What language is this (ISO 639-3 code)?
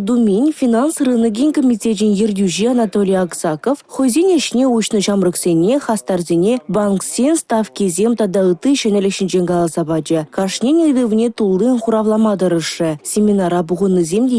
chv